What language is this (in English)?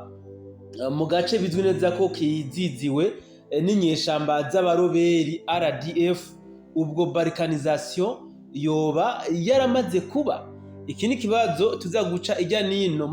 Rundi